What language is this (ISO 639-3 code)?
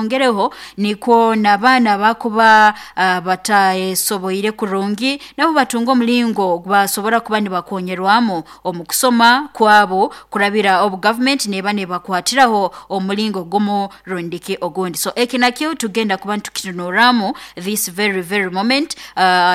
nyo